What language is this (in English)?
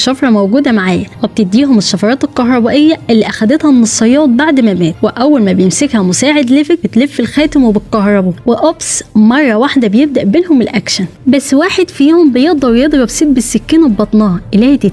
Egyptian Arabic